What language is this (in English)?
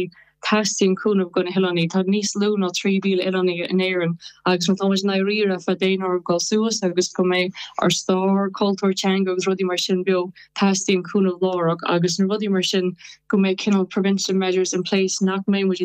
Irish